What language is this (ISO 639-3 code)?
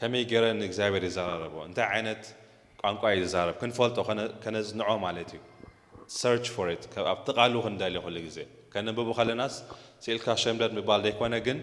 tir